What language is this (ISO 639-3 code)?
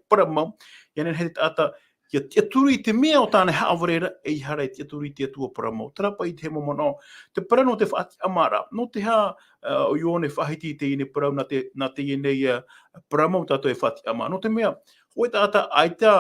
tah